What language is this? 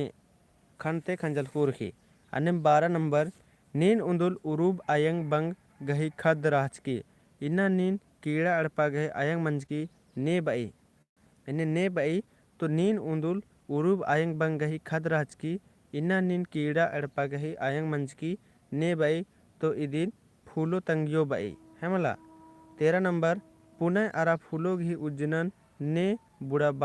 Kurukh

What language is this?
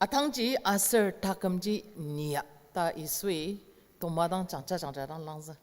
Ao Naga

